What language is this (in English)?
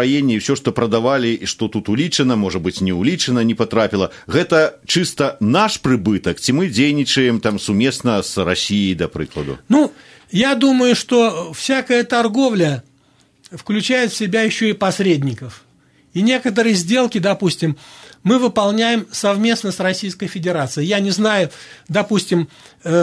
Belarusian